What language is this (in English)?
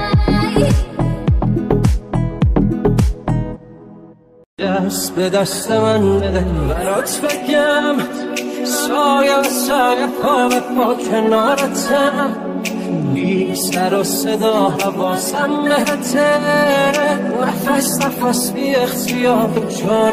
Persian